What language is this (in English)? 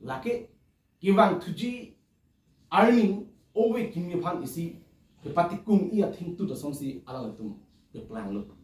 Karbi